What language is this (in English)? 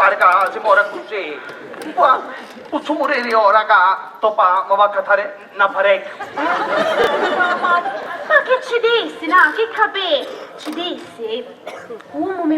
Sicilian